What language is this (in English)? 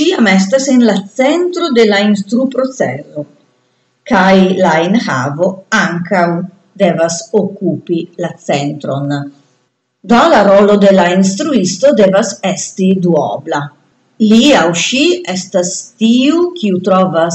Esperanto